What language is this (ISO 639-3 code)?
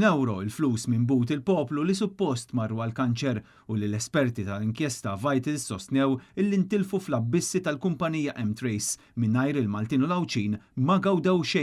mlt